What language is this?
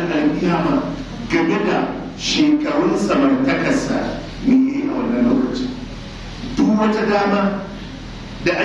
Hausa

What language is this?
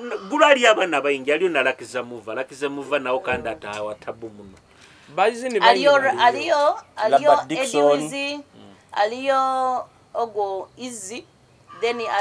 Nyoro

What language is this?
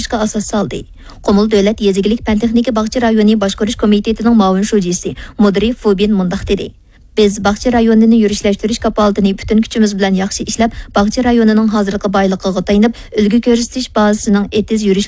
Uyghur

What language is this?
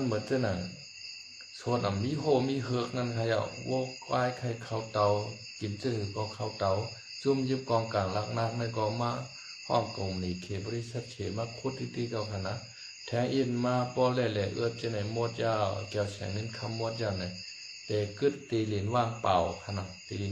Shan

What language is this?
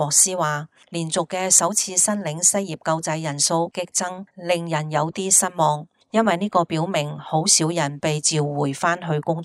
Cantonese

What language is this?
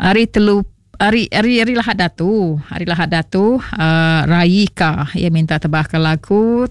Iban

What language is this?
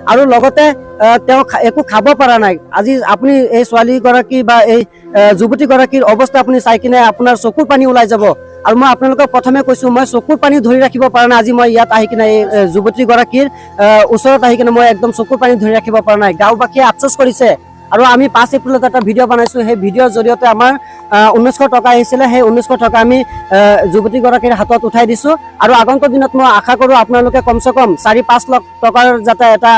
Assamese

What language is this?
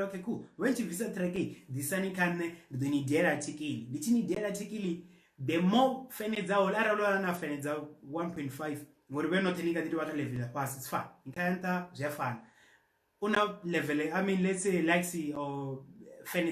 Venda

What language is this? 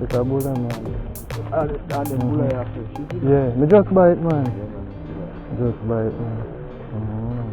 Jamaican Creole English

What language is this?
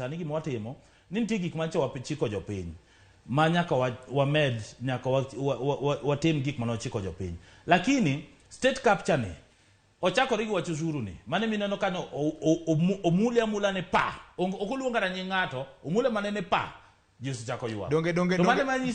Luo (Kenya and Tanzania)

